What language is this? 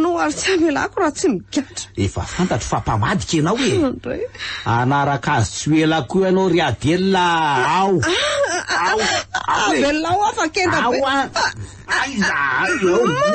Malagasy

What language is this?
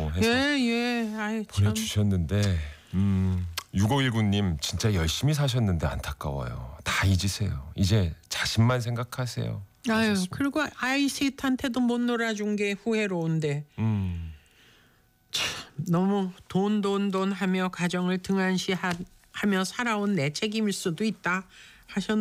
Korean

